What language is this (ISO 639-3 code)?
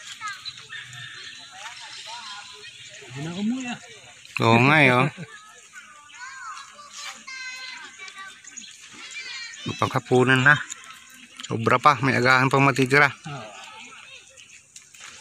fil